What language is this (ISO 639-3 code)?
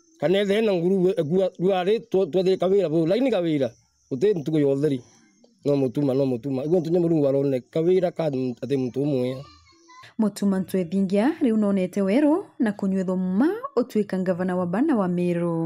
mer